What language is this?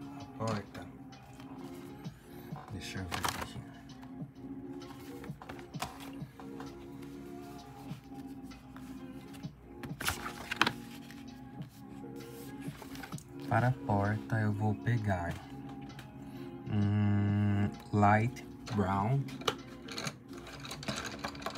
Portuguese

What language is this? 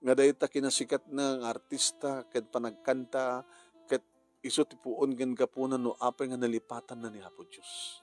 Iloko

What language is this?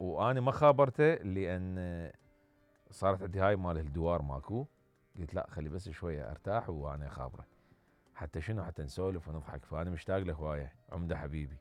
Mesopotamian Arabic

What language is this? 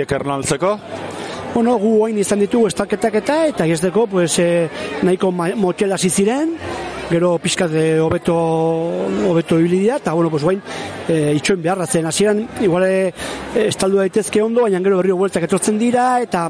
Basque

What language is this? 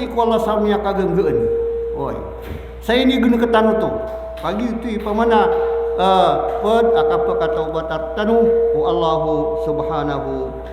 Maranao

